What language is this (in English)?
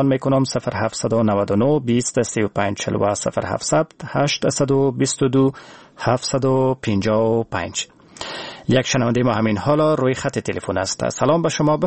Persian